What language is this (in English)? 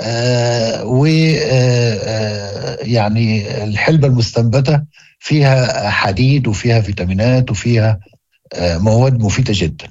Moroccan Arabic